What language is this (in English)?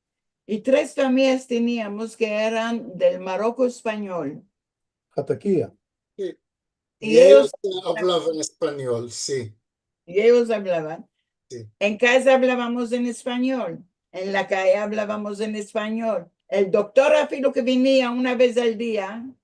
Ladino